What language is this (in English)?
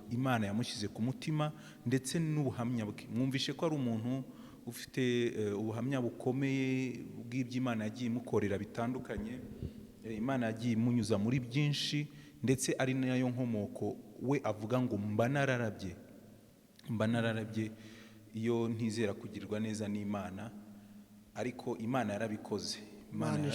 Kinyarwanda